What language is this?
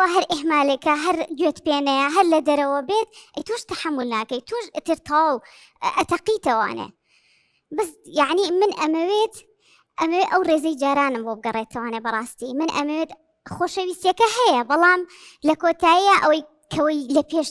Central Kurdish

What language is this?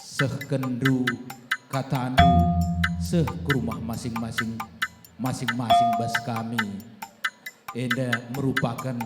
Batak Karo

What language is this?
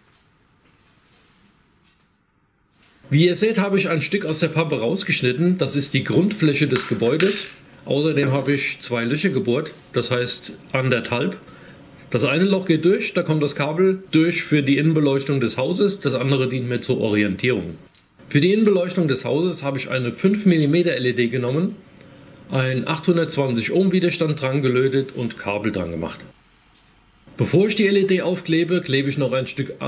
German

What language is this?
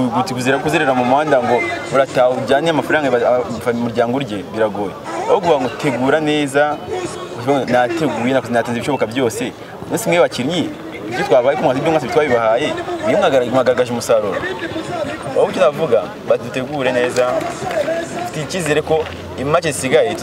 Kinyarwanda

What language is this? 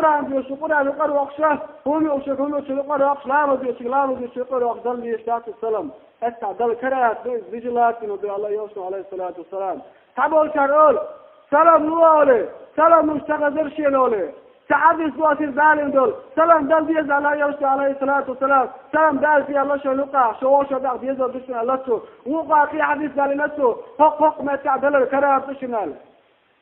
Chechen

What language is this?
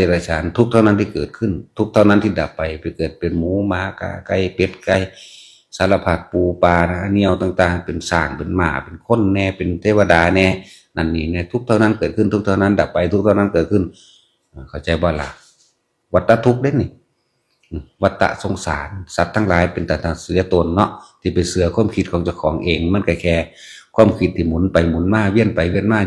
Northeastern Thai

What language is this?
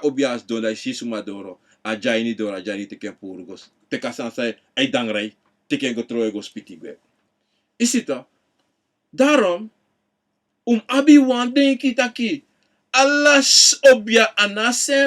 Sranan Tongo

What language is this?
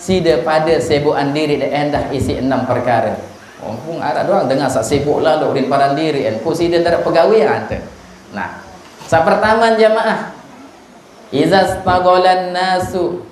Sasak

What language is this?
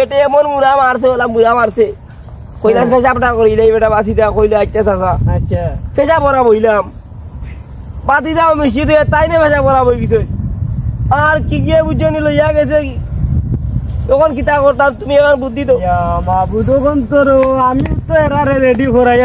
Sylheti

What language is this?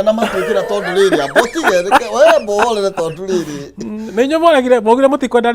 Kikuyu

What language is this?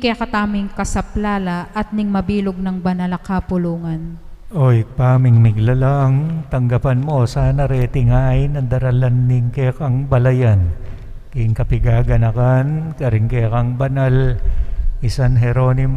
Pampanga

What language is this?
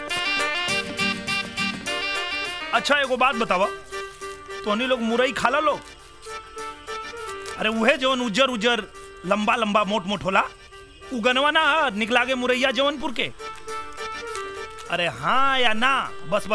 Bhojpuri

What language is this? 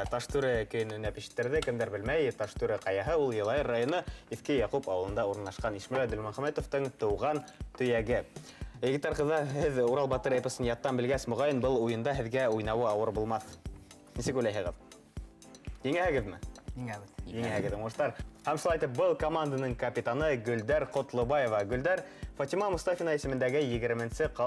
Bashkir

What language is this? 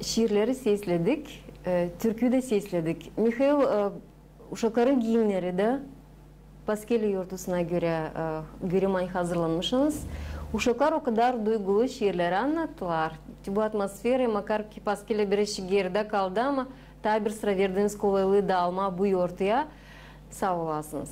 Gagauz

